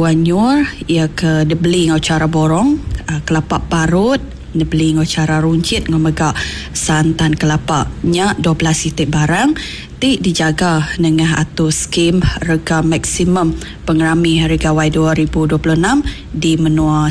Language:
Iban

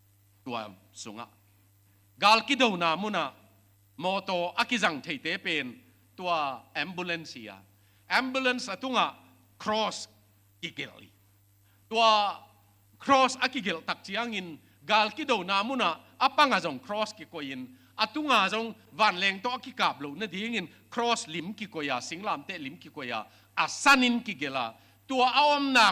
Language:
Tedim Chin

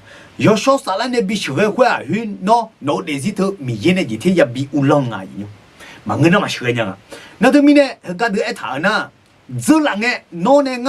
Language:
Akha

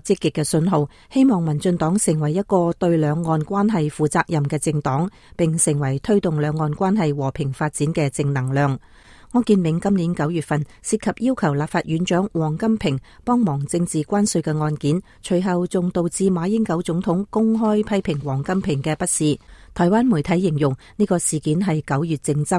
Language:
Cantonese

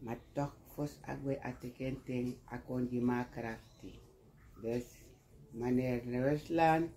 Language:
Sranan Tongo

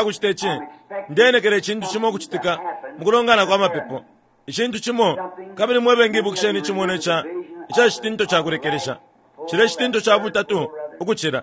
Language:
Bemba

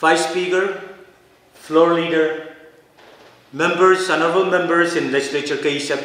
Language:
Pohnpeian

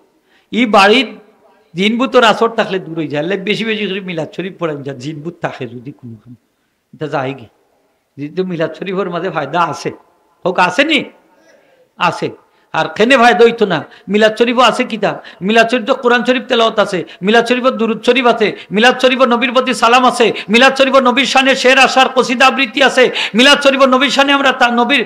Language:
Sylheti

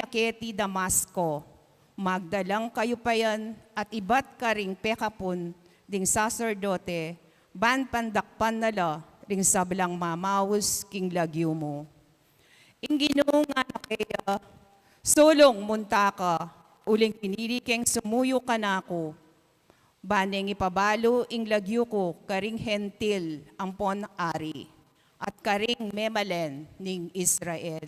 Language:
Pampanga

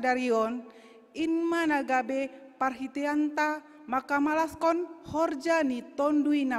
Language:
Batak Simalungun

